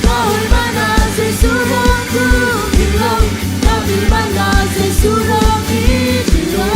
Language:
Tedim Chin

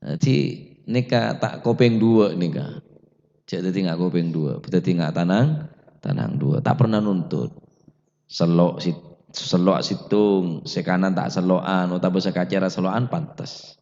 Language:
Madurese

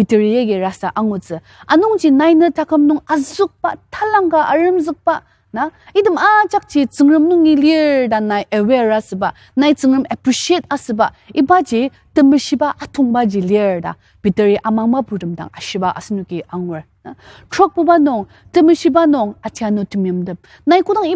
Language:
Ao Naga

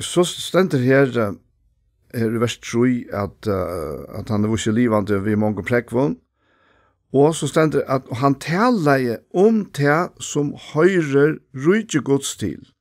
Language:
Faroese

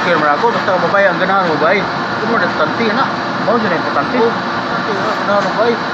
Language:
Cebuano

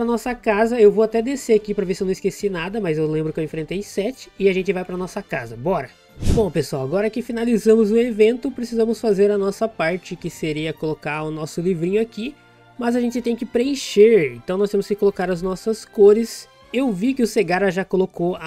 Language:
Portuguese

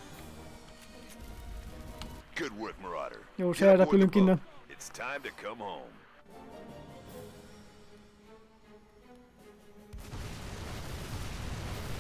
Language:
Hungarian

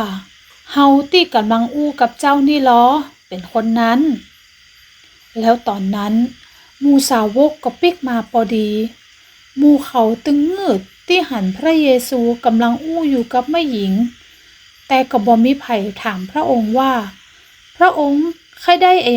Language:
Northern Thai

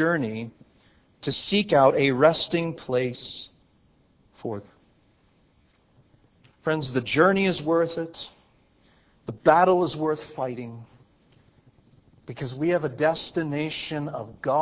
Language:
English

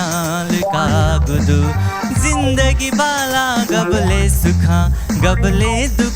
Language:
Newari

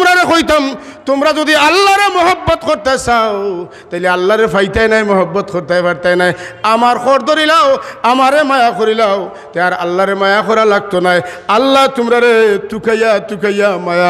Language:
Sylheti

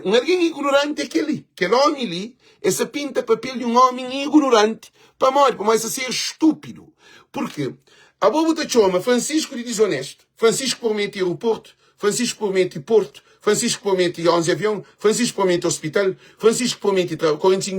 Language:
Kabuverdianu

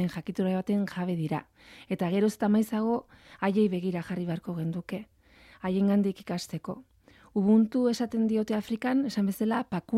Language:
Basque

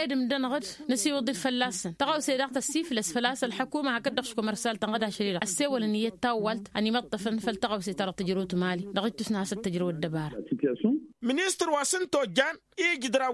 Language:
Tamasheq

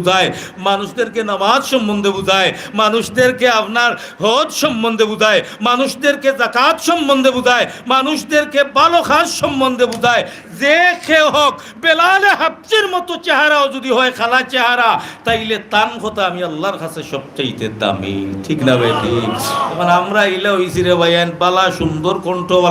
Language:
Sylheti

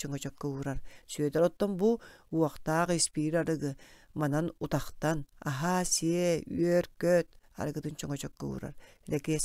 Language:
Yakut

